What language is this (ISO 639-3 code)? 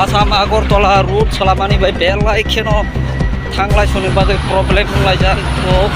trp